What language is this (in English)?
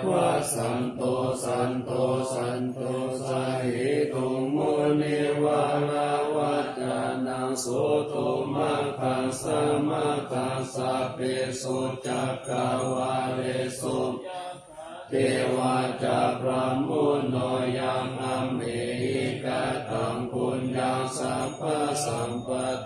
Pali